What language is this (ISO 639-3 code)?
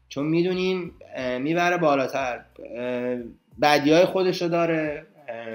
fas